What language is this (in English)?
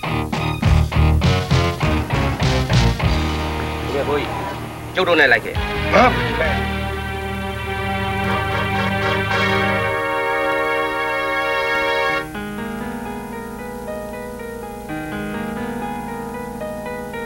Burmese